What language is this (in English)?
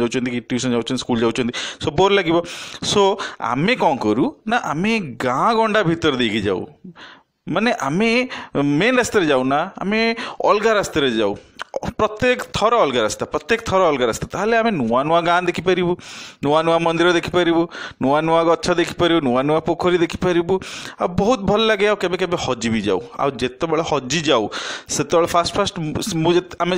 Odia